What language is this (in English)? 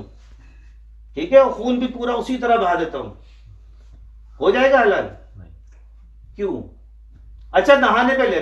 Urdu